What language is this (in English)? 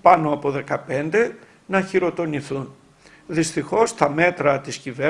Greek